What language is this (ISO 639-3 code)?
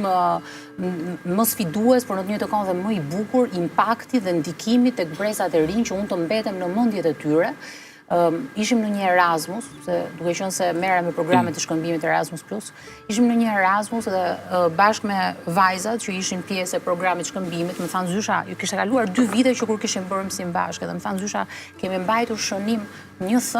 sqi